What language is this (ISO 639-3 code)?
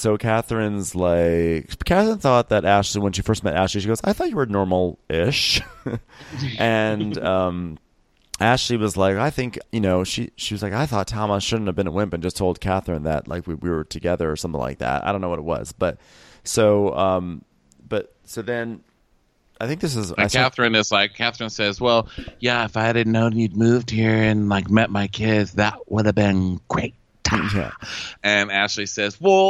eng